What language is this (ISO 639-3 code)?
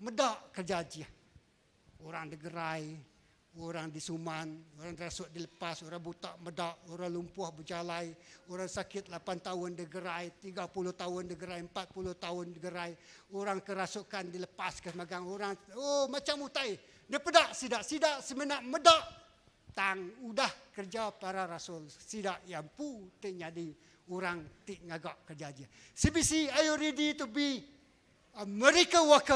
iba